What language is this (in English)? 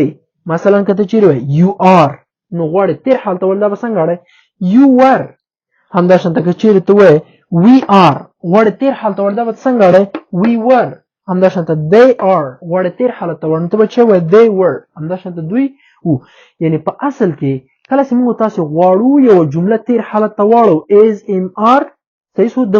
Pashto